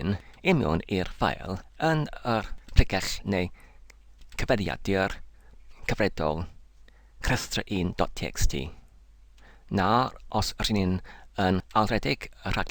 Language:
Welsh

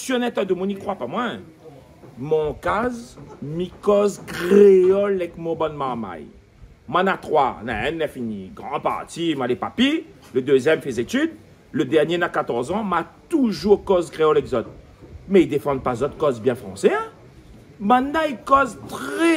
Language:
Réunion Creole French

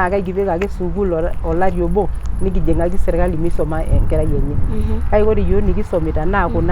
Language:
Masai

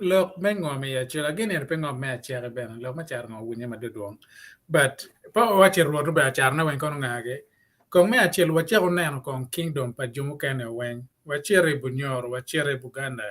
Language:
Acoli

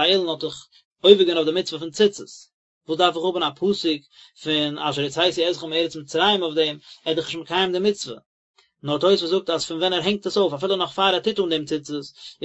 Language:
Yiddish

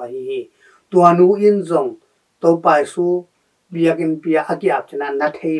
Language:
Tedim Chin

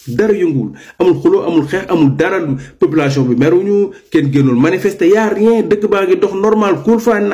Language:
Wolof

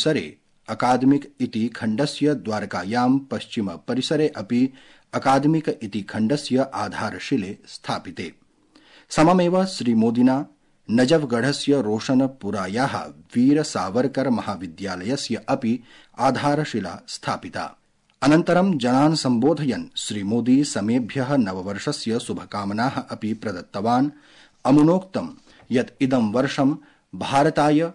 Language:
Sanskrit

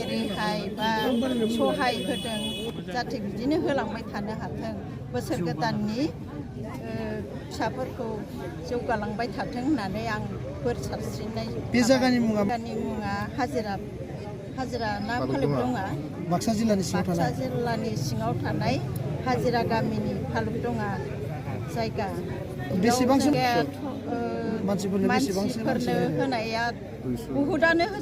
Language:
Bodo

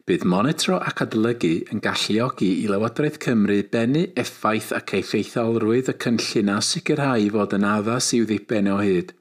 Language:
Welsh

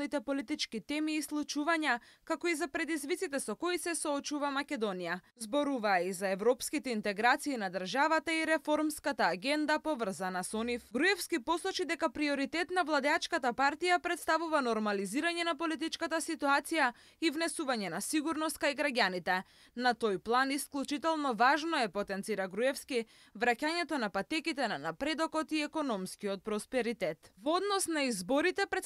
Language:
Macedonian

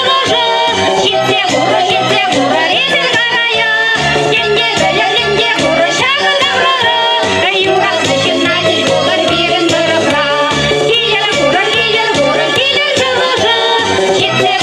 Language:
Chuvash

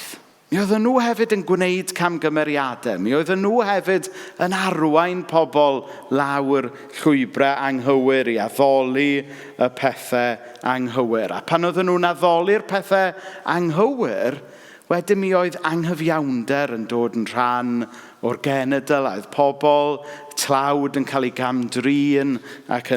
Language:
Welsh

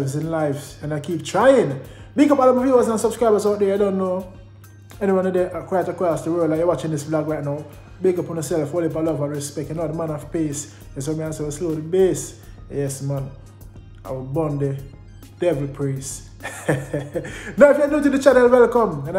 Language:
Jamaican Creole English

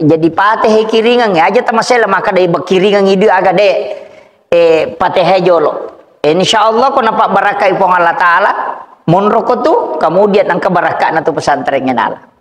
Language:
Buginese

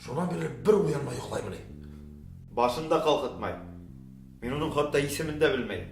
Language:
Bashkir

